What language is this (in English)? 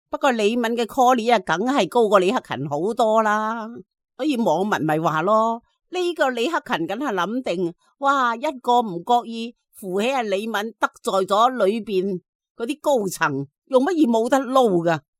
Cantonese